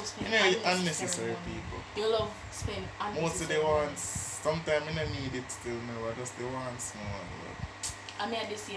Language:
Jamaican Creole English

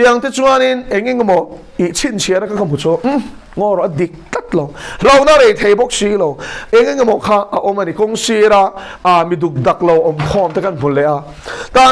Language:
Mizo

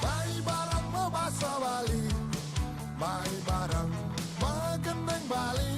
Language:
Balinese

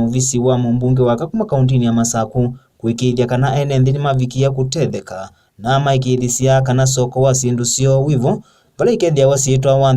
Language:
Kamba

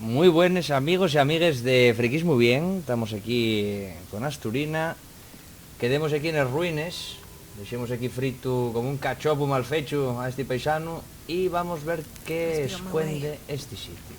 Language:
Asturian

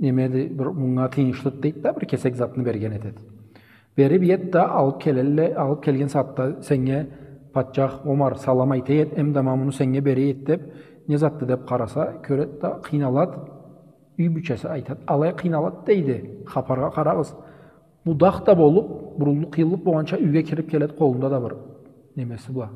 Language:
Karachay-Balkar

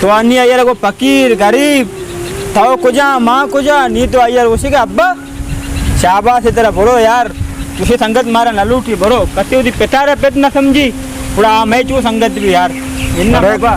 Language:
Baluchi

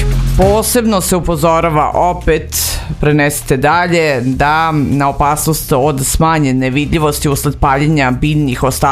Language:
Serbian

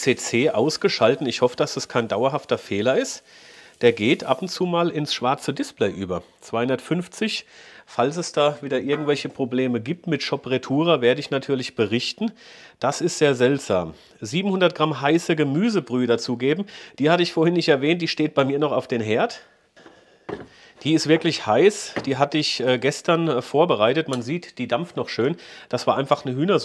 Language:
German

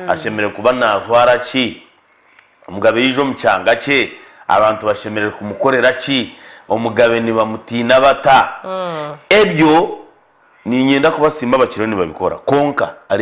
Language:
Nyankole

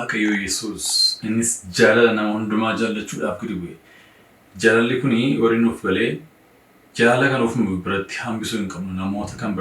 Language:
Oromo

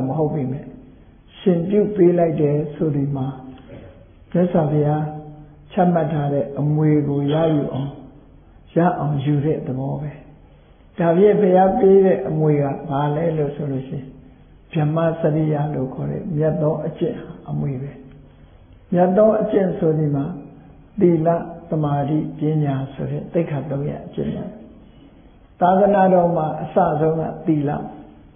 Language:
Burmese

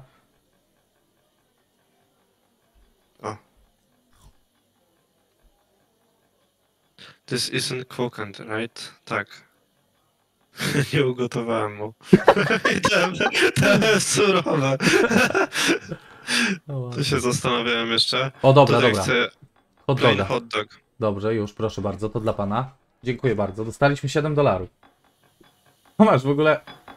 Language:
Polish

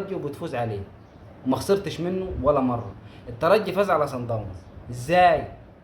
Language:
Egyptian Arabic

